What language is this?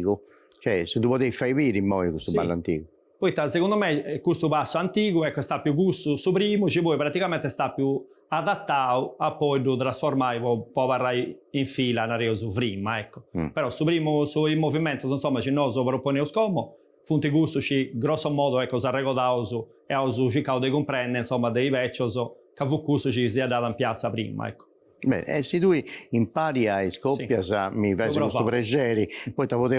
Sardinian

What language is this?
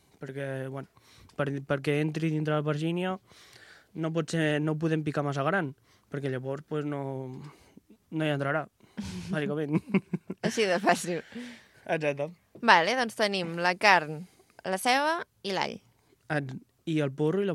Catalan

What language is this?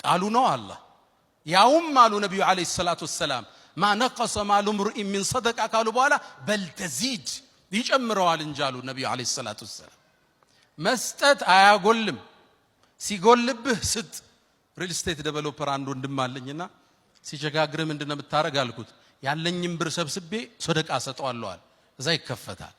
Amharic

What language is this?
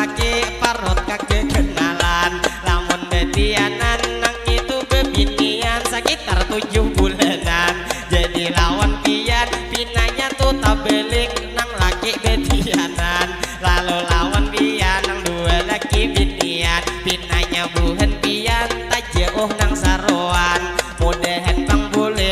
Banjar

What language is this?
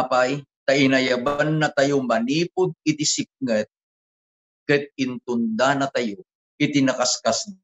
Iloko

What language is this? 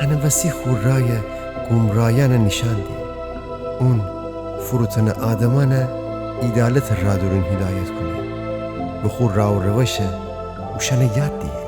Gilaki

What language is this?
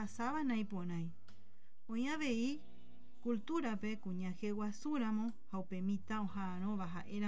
Guarani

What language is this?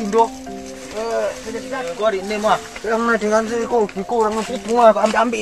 Minangkabau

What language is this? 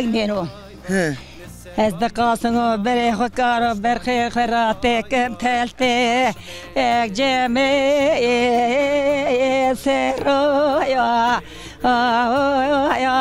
Zaza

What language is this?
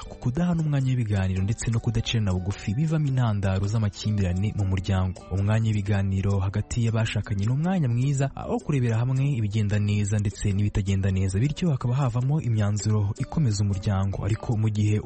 Kinyarwanda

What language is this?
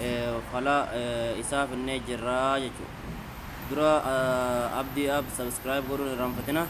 Oromo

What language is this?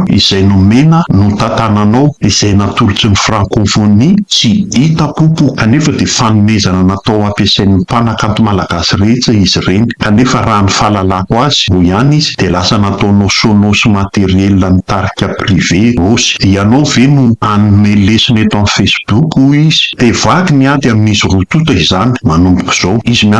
Malagasy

